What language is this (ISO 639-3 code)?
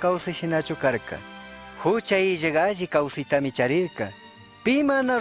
qug